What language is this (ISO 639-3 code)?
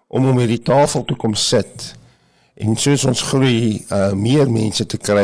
afr